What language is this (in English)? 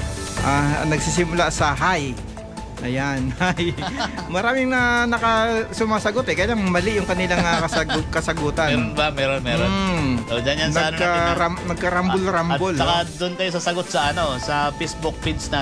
Filipino